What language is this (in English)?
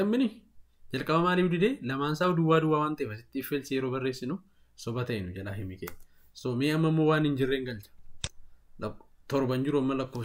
Oromo